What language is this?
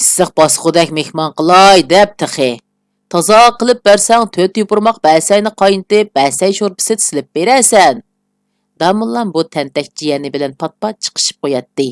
Uyghur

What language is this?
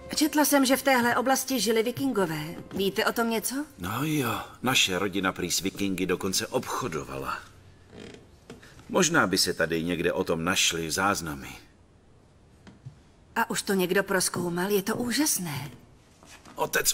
Czech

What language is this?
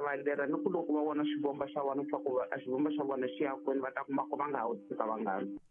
Tsonga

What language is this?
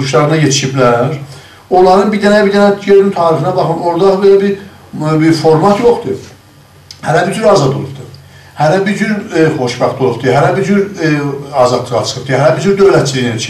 South Azerbaijani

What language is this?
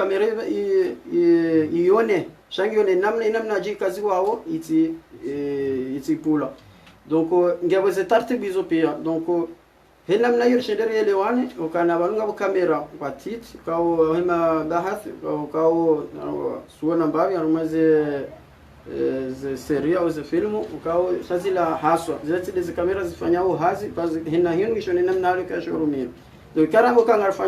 Ngazidja Comorian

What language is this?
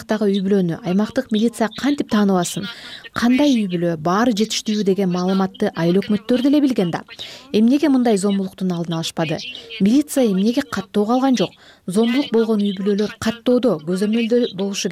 Kyrgyz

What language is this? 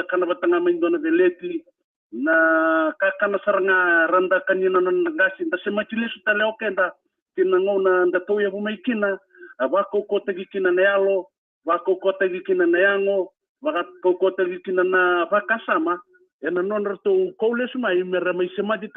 Fijian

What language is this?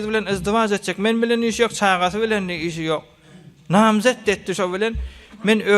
Turkmen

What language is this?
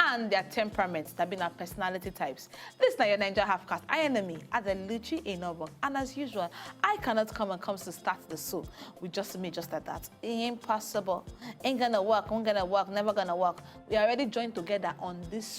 Nigerian Pidgin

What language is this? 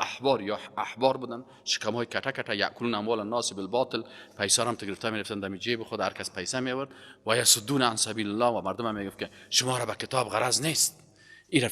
Persian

